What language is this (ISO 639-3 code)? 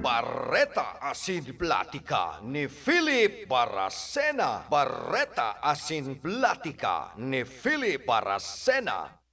bik